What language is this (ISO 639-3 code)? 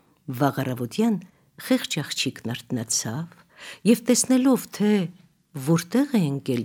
hye